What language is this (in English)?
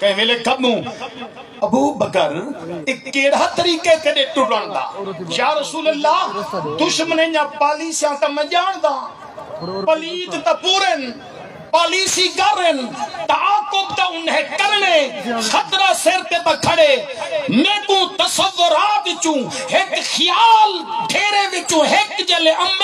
Saraiki